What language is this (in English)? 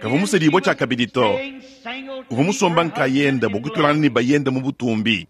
Luba-Lulua